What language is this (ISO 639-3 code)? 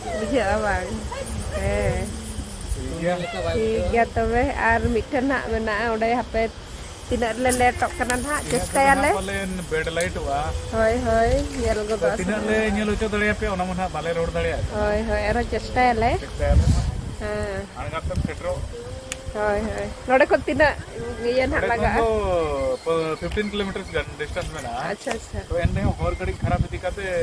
sat